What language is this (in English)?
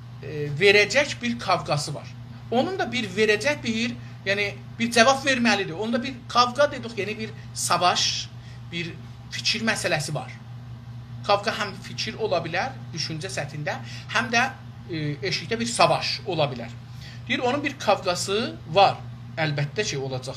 South Azerbaijani